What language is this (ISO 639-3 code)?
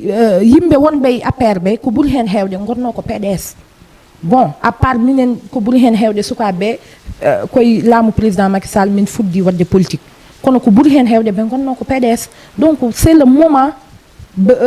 ful